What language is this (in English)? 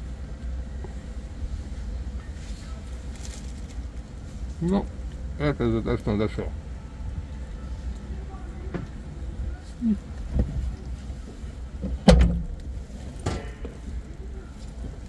Hungarian